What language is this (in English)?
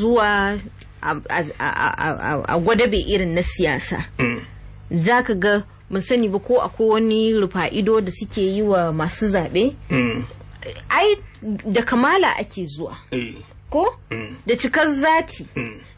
Hausa